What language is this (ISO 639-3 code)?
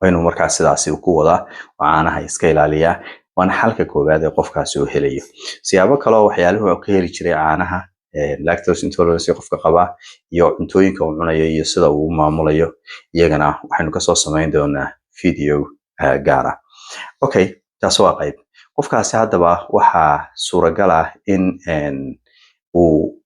som